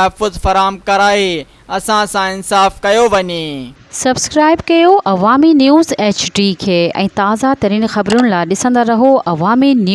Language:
Sindhi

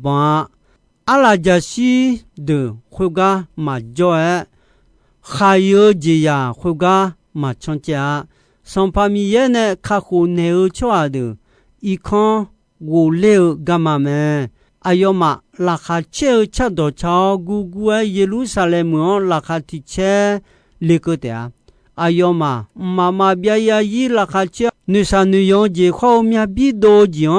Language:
Akha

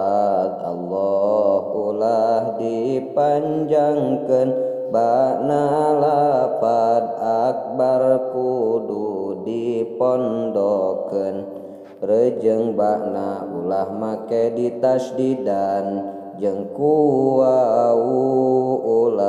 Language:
Sundanese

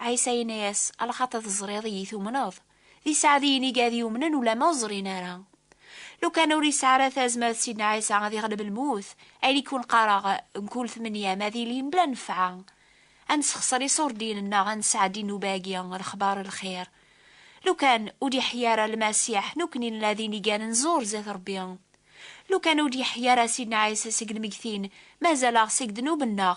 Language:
Kabyle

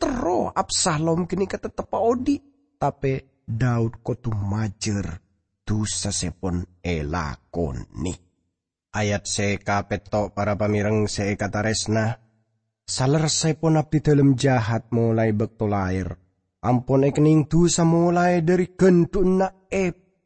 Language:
Madurese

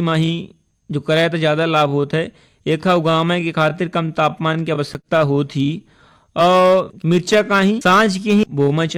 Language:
Bhojpuri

